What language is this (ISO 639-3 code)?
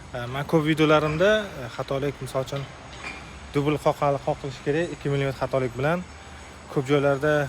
uzb